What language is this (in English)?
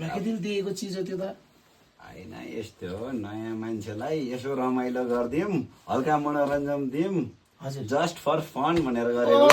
Nepali